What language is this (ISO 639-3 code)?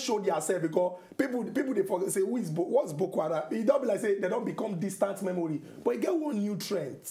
pcm